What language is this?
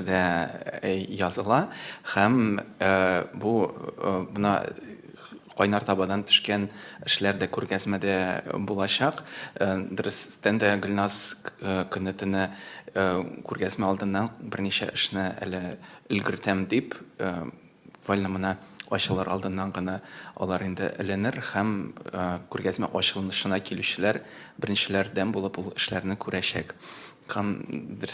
Tatar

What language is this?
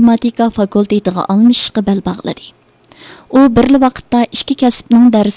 Uyghur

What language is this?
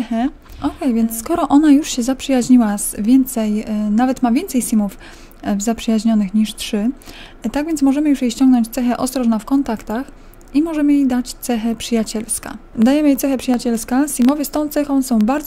Polish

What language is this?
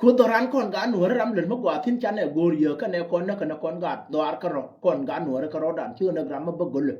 Nuer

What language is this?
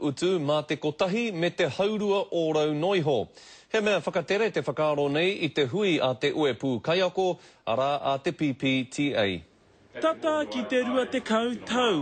Māori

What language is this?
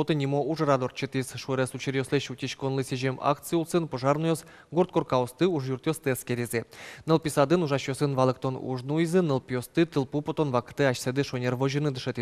Udmurt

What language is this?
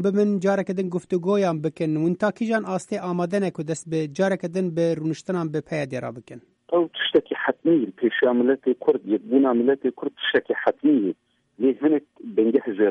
Kurdish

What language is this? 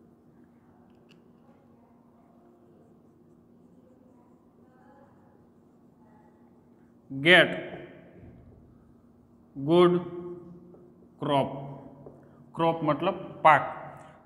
Gujarati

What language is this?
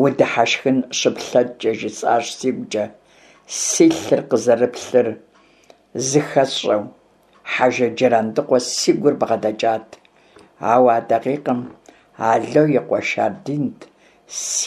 Kabardian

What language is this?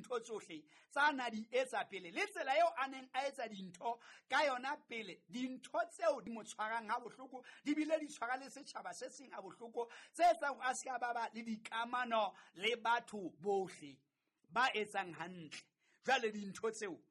Southern Sotho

